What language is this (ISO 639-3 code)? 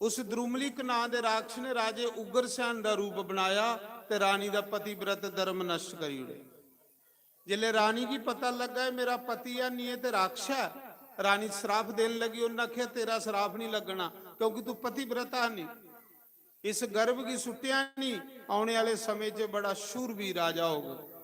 doi